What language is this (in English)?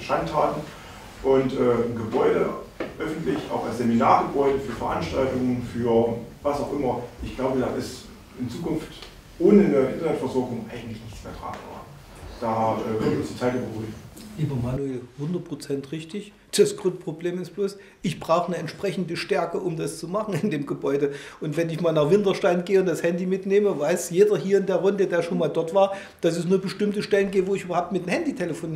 German